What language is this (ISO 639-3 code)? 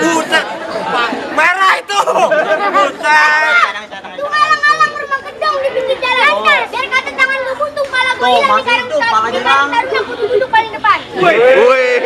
bew